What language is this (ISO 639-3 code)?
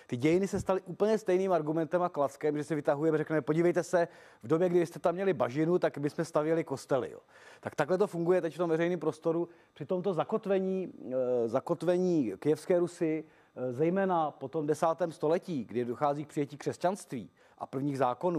ces